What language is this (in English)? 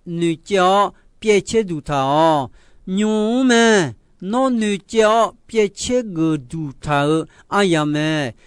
Akha